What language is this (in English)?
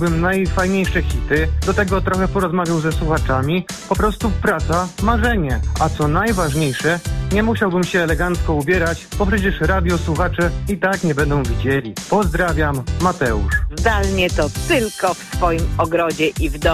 Polish